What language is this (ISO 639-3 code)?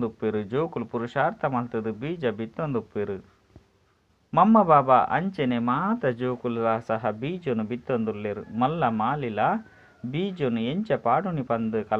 tcy